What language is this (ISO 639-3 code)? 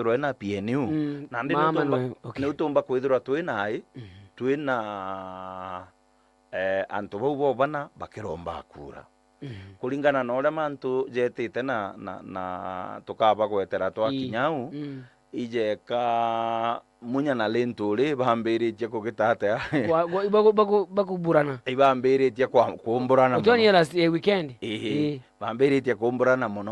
mer